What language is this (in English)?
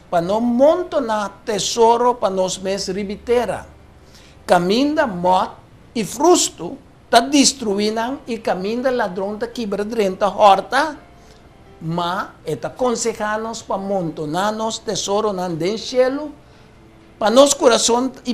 Papiamento